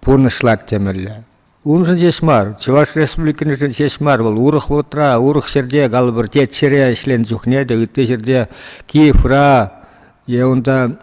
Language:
Chuvash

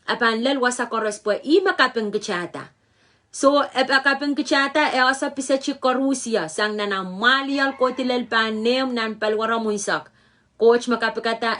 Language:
Pohnpeian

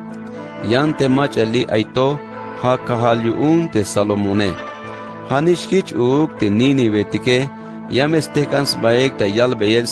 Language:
Tzeltal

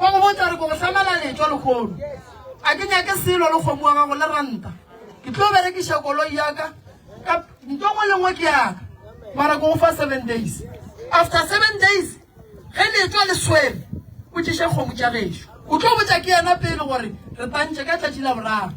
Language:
Northern Sotho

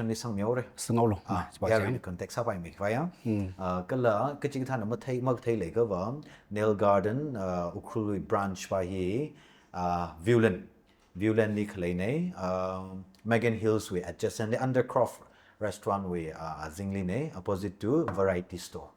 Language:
Tangkhul Naga (India)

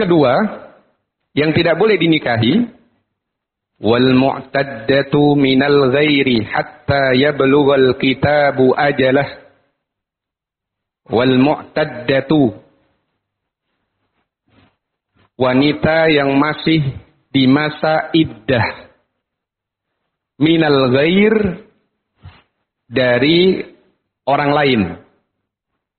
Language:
Indonesian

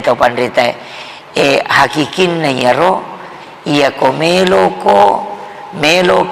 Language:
Buginese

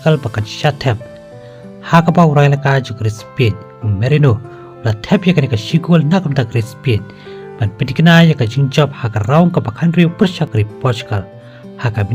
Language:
Khasi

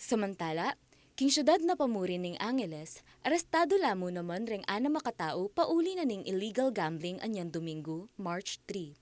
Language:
Pampanga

